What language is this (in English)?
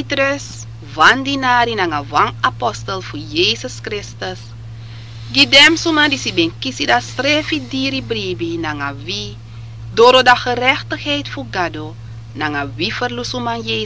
Sranan Tongo